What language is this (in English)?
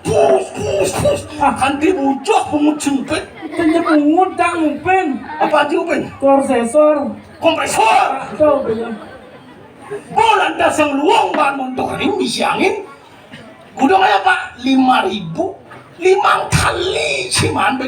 Balinese